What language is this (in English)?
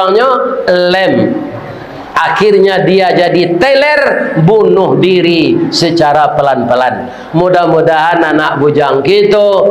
Minangkabau